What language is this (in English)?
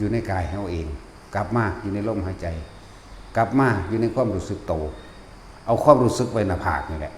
Lao